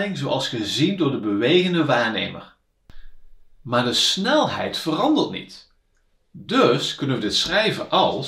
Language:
Dutch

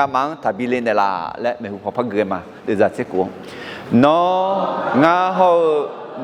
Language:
Akha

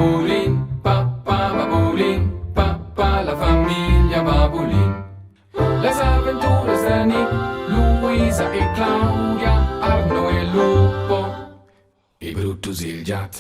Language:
Romansh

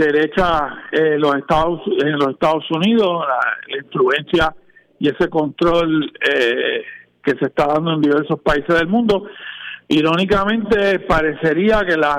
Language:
Spanish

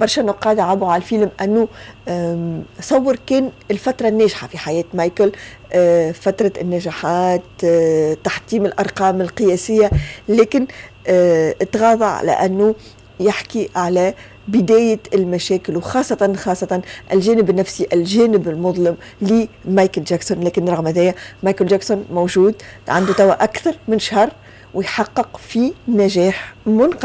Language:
Tunisian Arabic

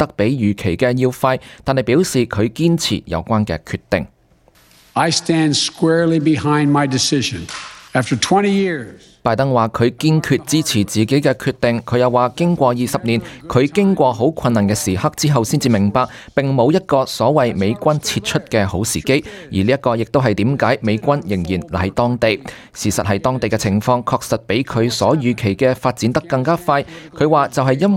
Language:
Cantonese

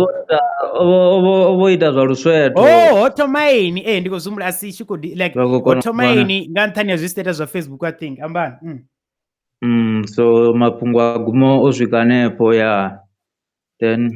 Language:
Venda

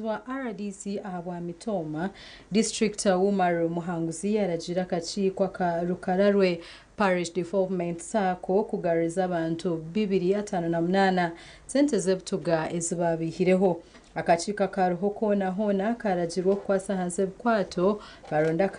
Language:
Nyankole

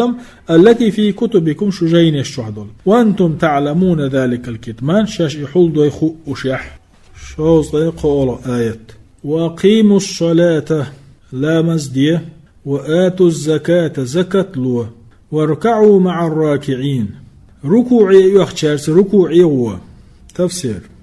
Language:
Chechen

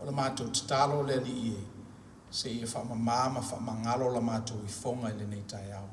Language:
Samoan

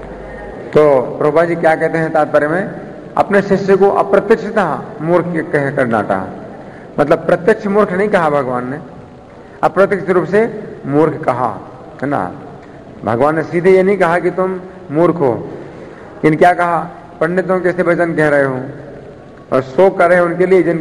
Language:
Hindi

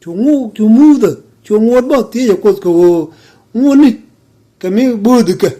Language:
Nuer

